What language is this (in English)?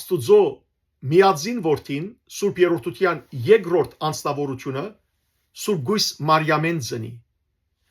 Western Armenian